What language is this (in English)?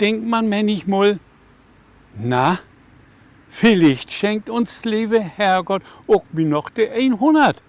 Low German